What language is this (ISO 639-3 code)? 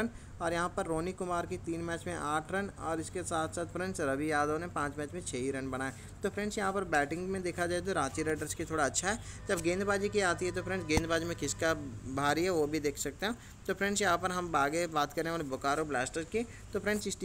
hin